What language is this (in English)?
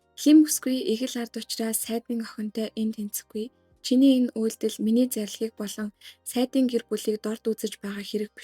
Mongolian